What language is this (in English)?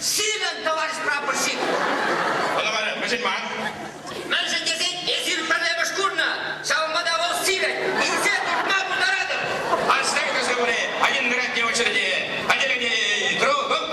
Chuvash